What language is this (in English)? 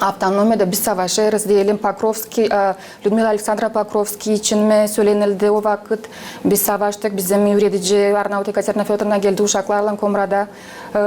Gagauz